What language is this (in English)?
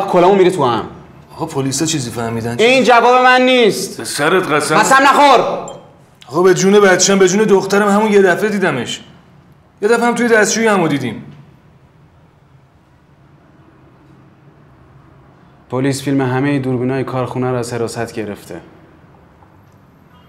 Persian